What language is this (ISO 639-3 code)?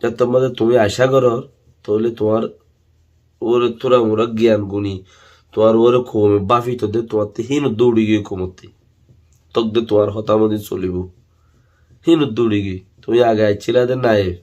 rhg